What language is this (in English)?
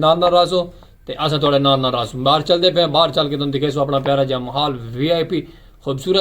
Saraiki